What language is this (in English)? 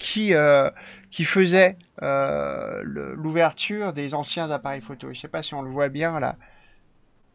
French